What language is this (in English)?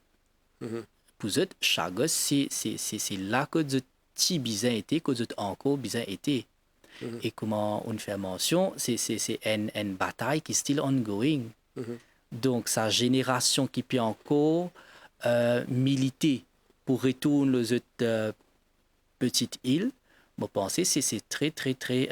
Morisyen